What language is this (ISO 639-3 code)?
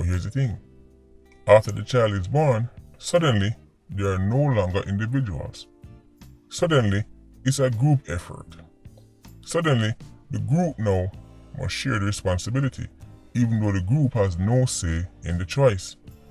jam